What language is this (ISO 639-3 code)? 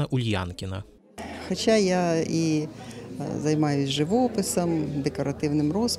ukr